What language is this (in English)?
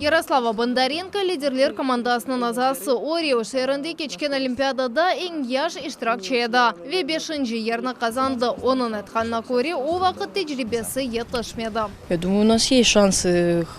Crimean Tatar